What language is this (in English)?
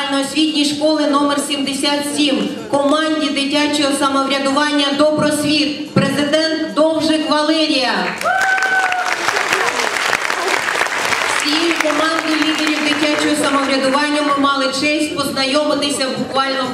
Ukrainian